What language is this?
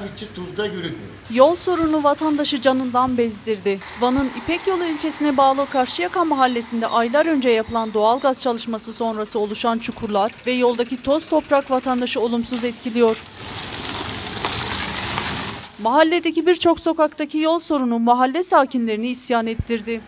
Turkish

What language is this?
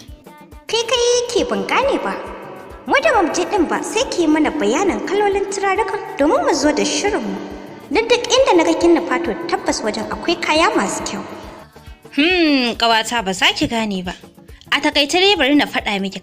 Hausa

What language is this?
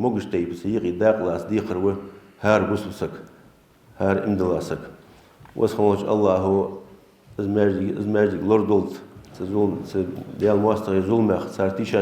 Ingush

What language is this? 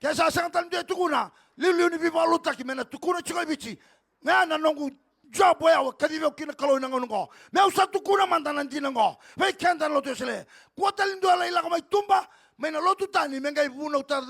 Fijian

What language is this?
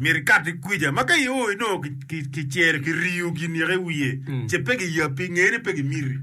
Acoli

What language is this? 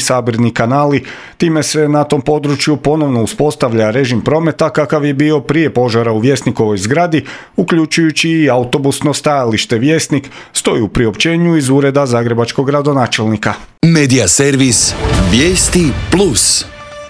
Croatian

